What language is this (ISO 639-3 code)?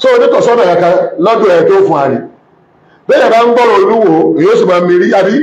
yor